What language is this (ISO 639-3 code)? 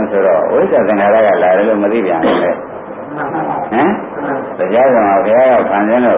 mya